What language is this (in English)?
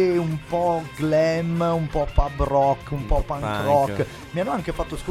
Italian